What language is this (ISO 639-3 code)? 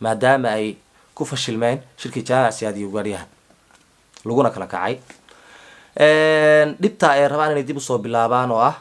som